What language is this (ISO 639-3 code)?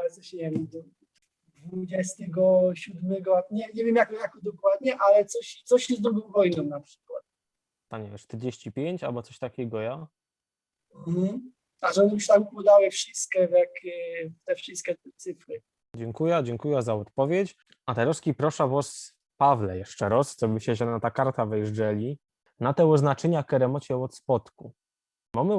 szl